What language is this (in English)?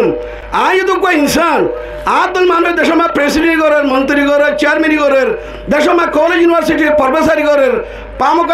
Rohingya